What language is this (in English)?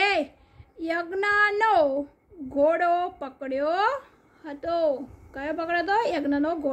Gujarati